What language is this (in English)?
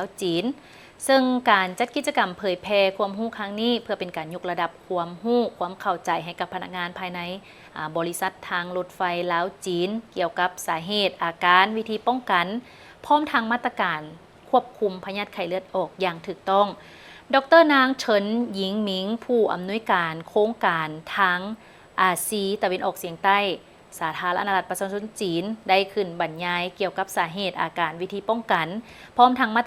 Lao